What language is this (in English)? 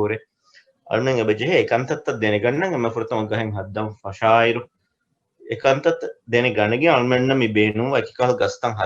Divehi